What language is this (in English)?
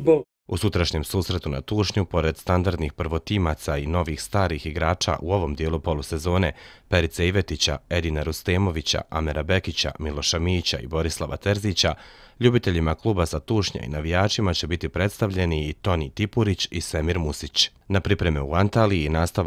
Bosnian